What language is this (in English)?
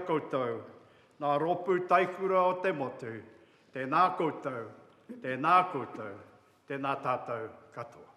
Māori